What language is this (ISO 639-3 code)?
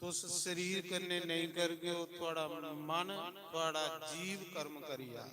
doi